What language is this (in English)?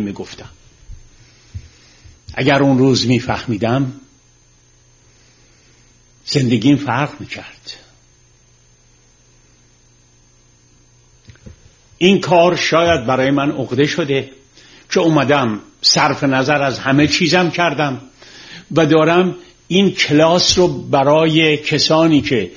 Persian